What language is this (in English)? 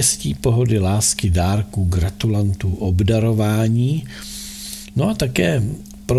Czech